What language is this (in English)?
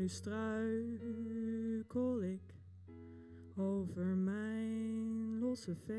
Dutch